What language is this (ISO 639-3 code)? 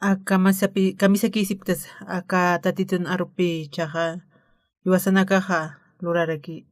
aym